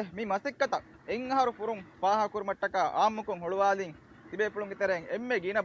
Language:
Divehi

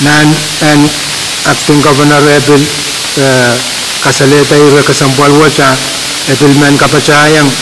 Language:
Pohnpeian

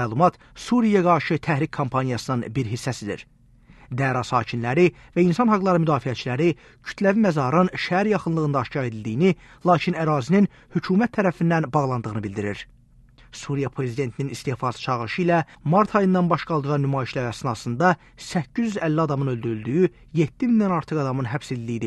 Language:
Azerbaijani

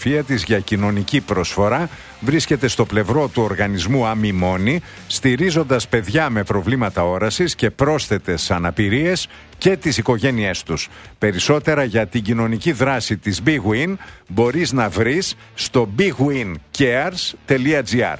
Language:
Greek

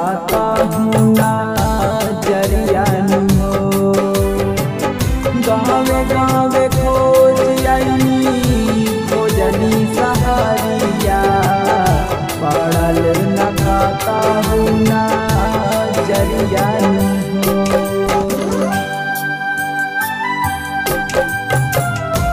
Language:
Bhojpuri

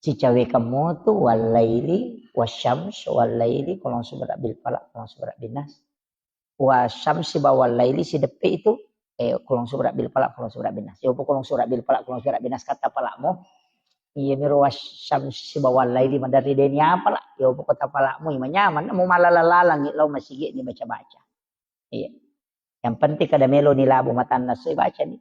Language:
Buginese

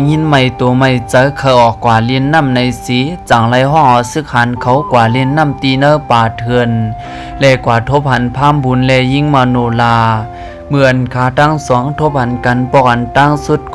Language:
Shan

